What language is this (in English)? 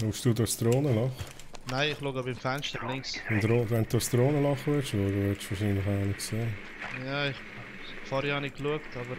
Swiss German